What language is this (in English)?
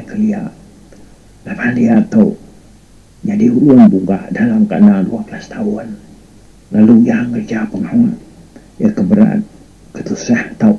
Iban